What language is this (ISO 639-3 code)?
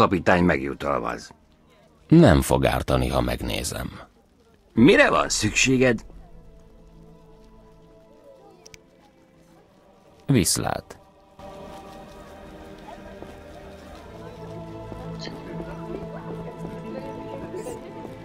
hun